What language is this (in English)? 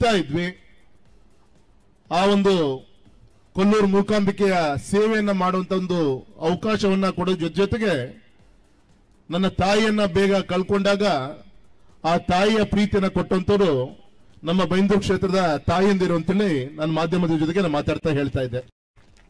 Kannada